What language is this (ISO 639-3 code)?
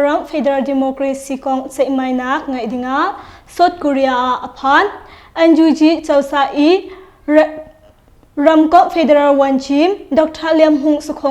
cnh